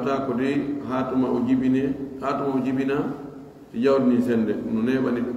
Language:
Pular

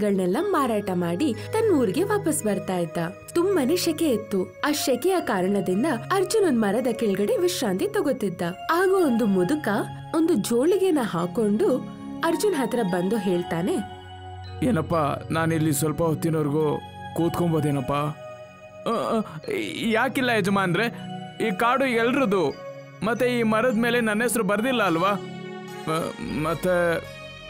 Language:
Kannada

